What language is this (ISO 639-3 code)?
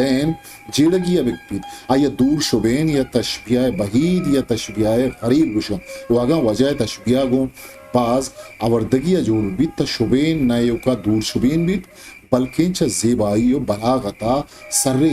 bgp